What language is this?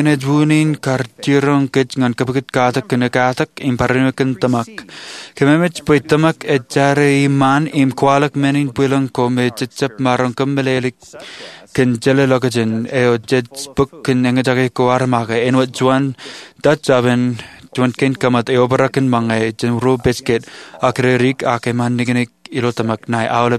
Marshallese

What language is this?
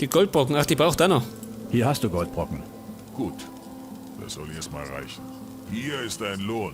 Bavarian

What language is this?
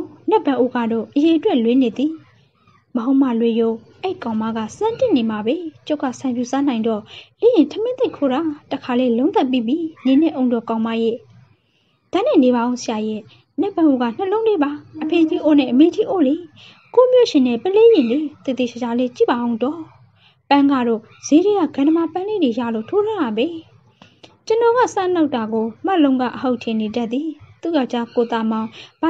Burmese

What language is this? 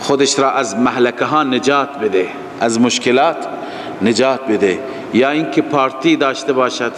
Persian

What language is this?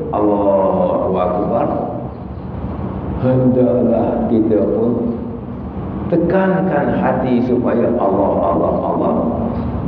Malay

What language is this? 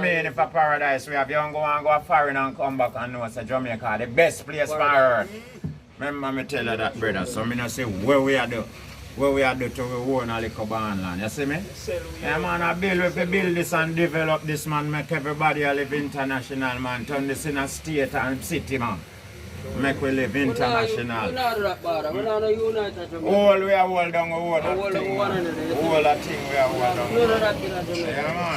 Jamaican Creole English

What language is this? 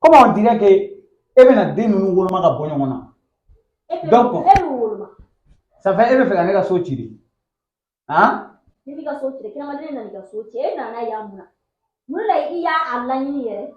Bambara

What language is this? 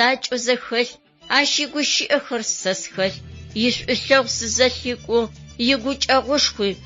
Adyghe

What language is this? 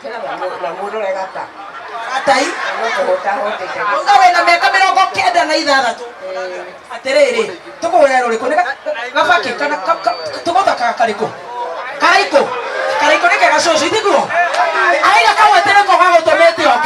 Kikuyu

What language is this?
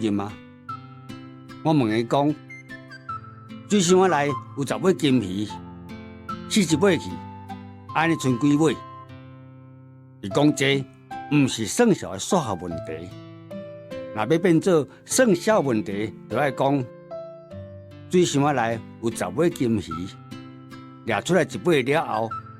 Min Nan Chinese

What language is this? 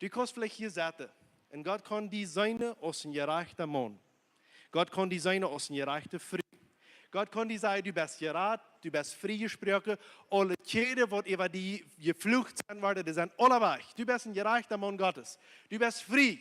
Plautdietsch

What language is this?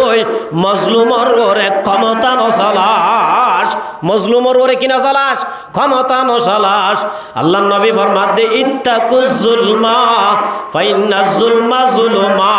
Rohingya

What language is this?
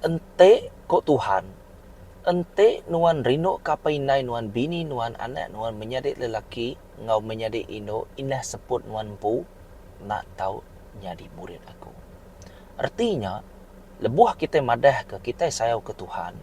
Iban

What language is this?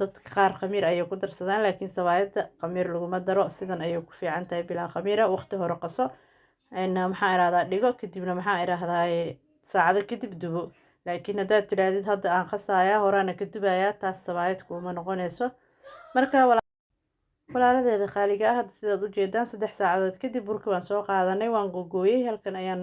Somali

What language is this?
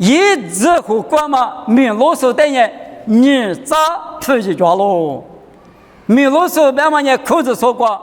Lisu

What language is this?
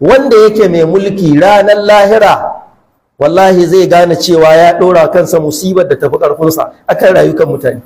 Hausa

